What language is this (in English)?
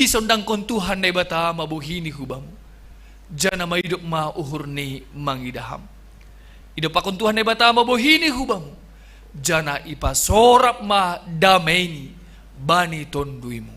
Batak Simalungun